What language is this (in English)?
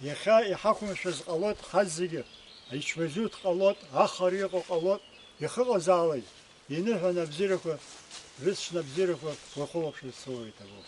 Abkhazian